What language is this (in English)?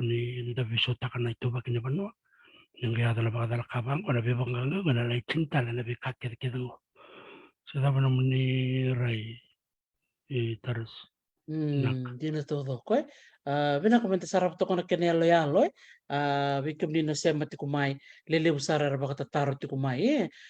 Fijian